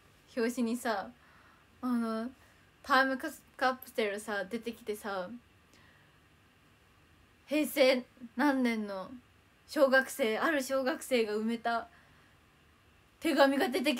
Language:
Japanese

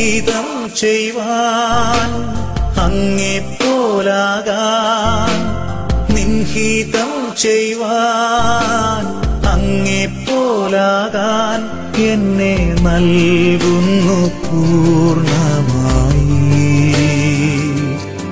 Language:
Malayalam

